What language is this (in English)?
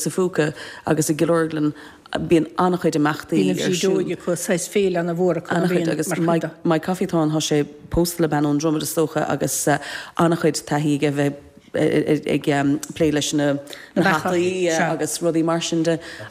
Irish